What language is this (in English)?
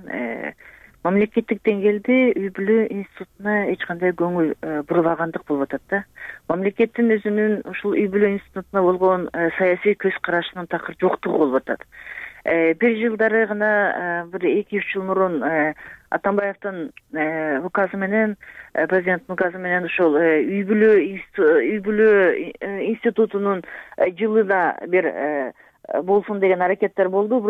Kyrgyz